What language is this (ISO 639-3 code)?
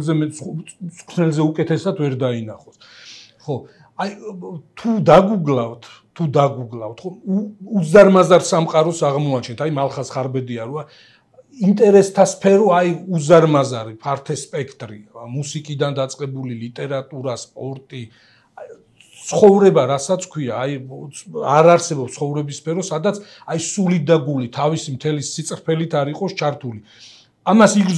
kat